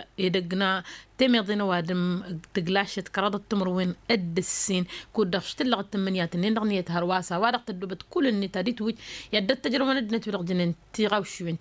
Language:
Tamasheq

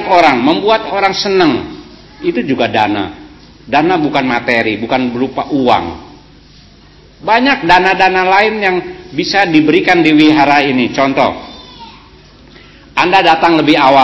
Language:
Indonesian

